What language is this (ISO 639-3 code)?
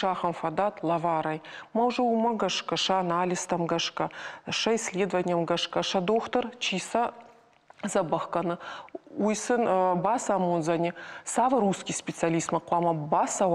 oss